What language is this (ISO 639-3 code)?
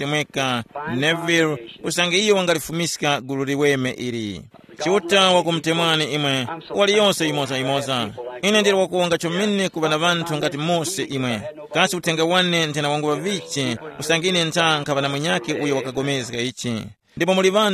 tum